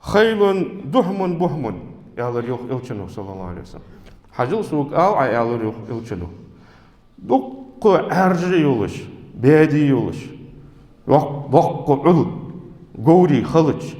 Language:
Ingush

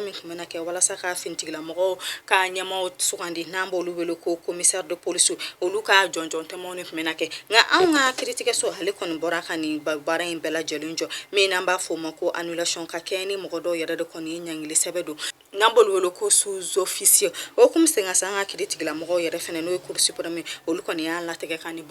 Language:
Bambara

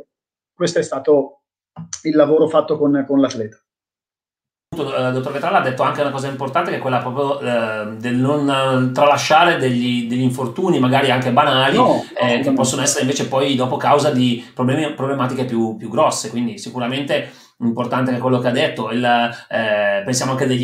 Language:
Italian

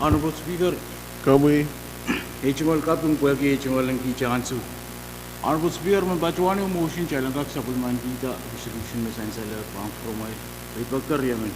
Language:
Pohnpeian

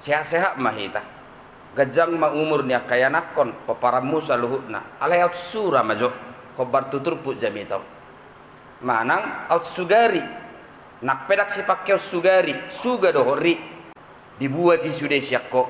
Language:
Batak Toba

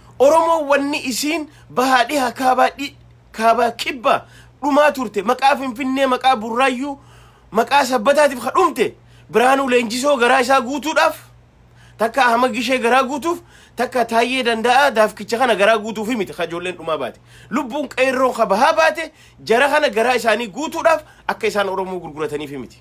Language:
Oromo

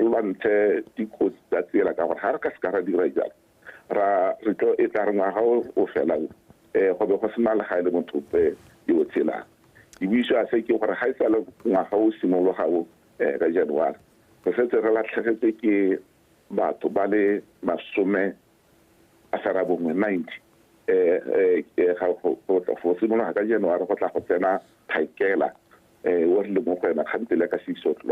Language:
Tswana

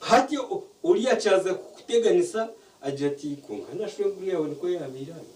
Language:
Nyankole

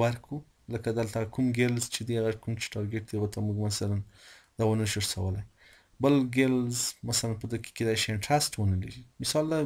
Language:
Pashto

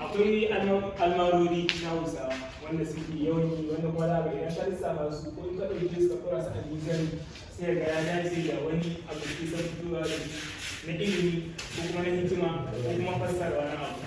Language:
Hausa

